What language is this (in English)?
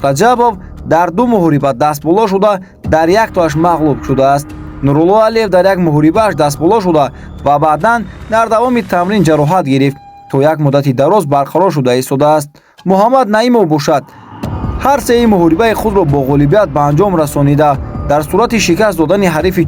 Tajik